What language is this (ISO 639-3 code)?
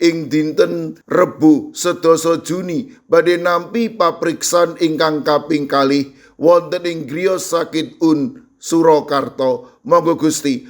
jav